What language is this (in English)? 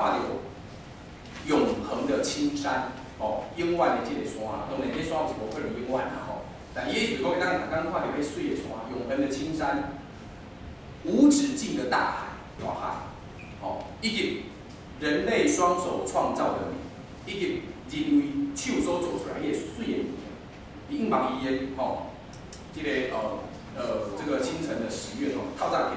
Min Nan Chinese